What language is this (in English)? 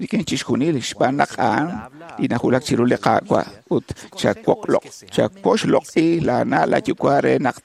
Kekchí